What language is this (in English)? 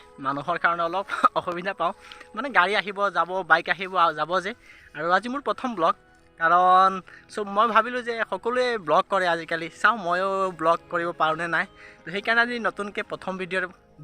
Assamese